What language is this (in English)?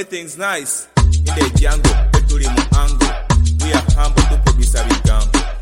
Swahili